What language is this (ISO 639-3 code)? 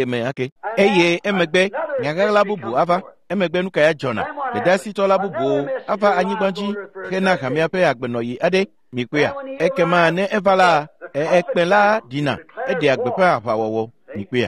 ewe